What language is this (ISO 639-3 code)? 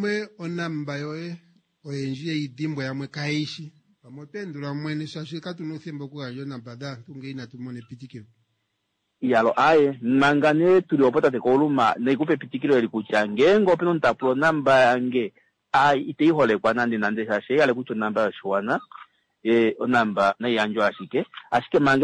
kua